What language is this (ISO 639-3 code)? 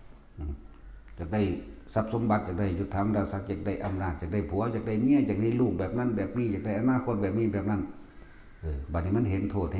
tts